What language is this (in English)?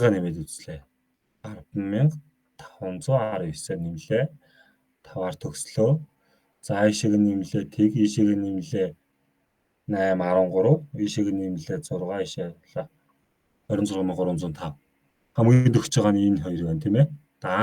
Mongolian